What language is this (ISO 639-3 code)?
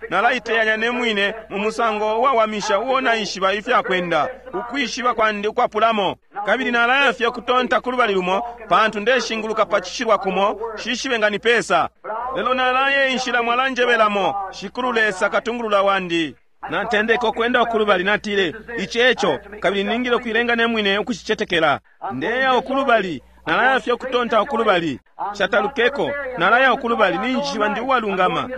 bem